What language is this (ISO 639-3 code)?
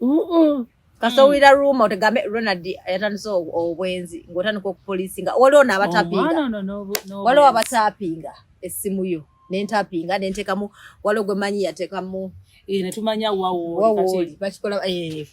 lug